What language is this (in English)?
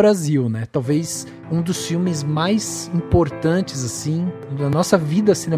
Portuguese